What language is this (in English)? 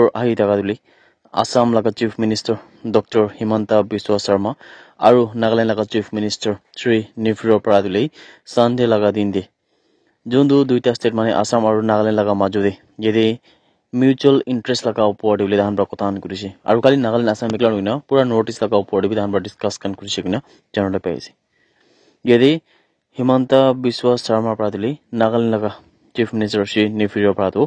Naga Pidgin